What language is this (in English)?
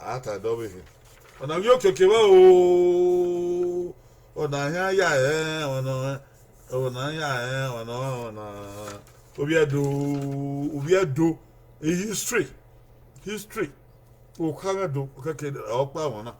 Bini